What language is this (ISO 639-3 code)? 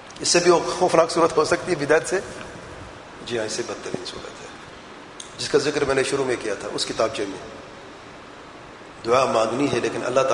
urd